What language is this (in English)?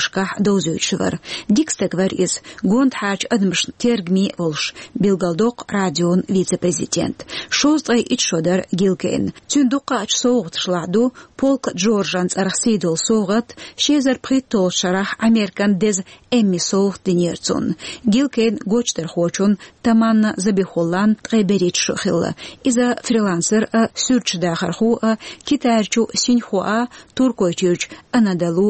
Chechen